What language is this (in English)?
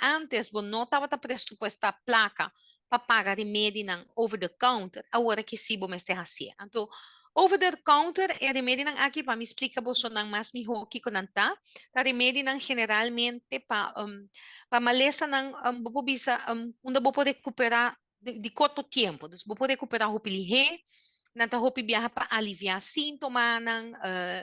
Papiamento